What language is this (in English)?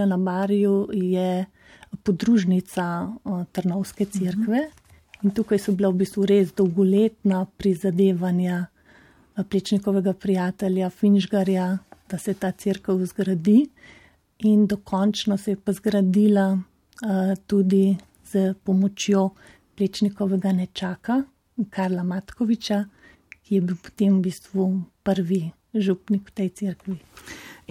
Slovenian